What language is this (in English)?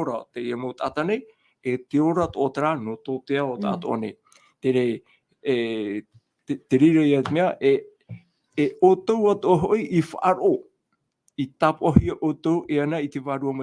Tahitian